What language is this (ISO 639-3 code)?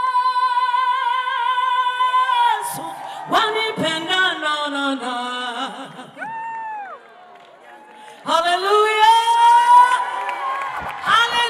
kin